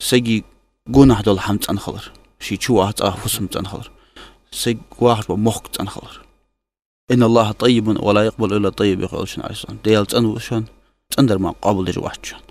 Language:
Ingush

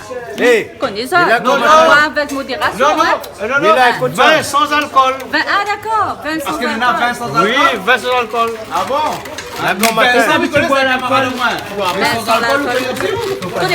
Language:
Réunion Creole French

